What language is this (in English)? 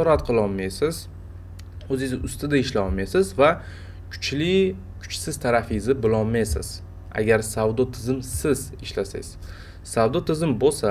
Uzbek